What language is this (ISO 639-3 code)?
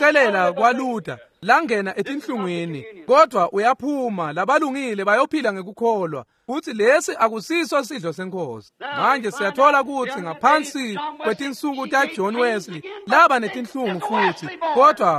ssw